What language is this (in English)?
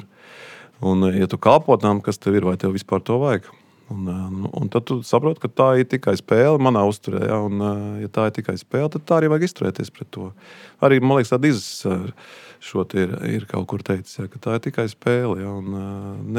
Latvian